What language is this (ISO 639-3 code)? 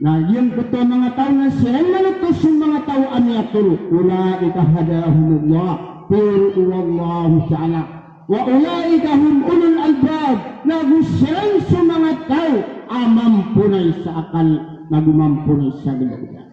mrw